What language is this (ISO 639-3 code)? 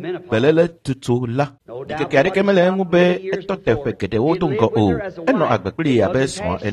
ewe